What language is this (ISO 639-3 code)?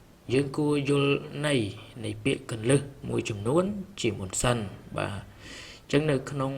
khm